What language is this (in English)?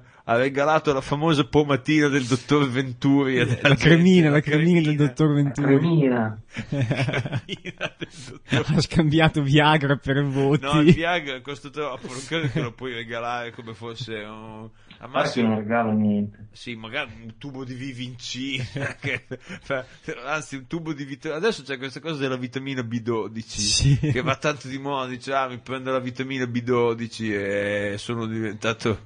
Italian